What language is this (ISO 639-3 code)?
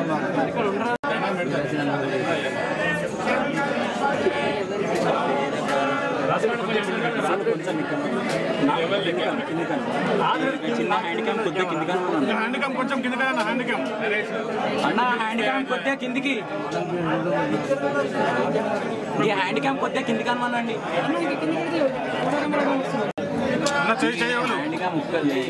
tel